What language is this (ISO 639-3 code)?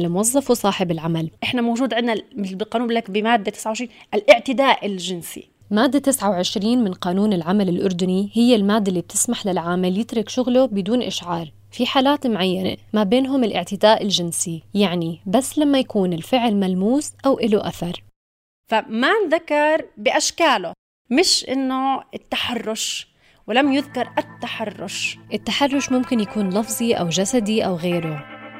apc